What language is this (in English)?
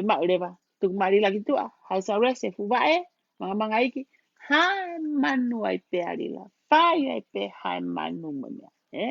Tongan